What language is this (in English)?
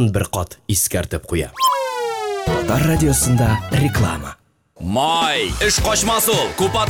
Tatar